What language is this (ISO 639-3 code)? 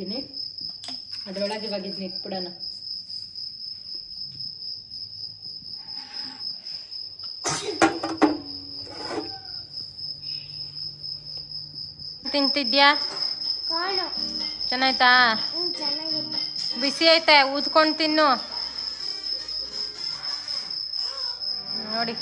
kan